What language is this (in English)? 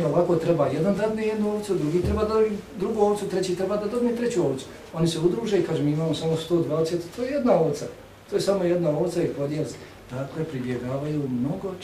Bosnian